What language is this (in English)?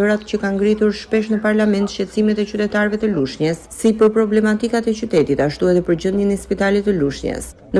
Albanian